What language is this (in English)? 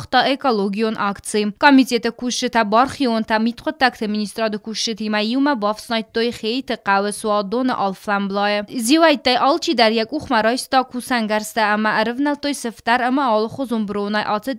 Ossetic